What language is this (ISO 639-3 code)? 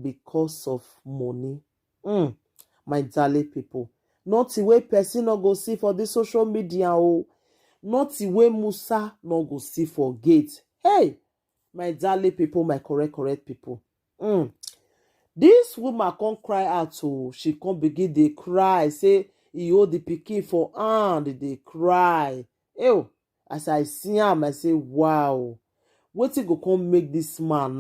pcm